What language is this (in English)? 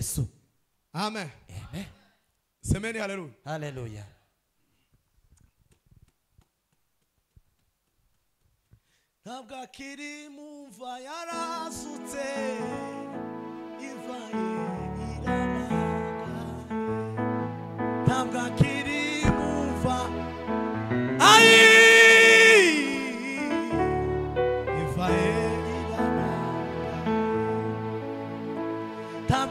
Kinyarwanda